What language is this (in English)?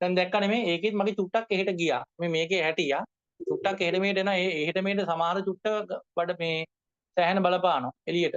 Sinhala